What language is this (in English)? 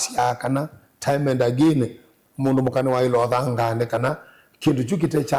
Kamba